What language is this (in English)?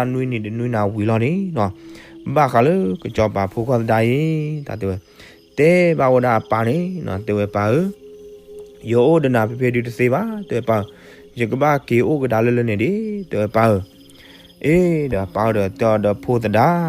S'gaw Karen